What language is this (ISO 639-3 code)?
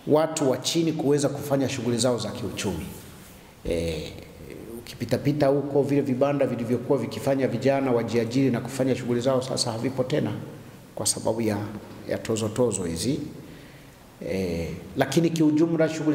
swa